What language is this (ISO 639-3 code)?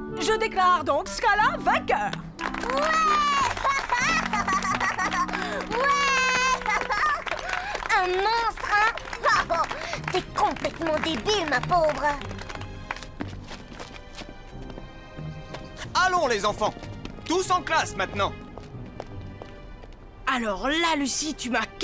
fra